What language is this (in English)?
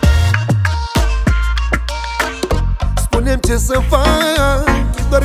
Romanian